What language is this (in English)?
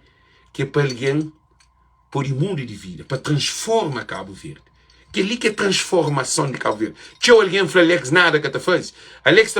Kabuverdianu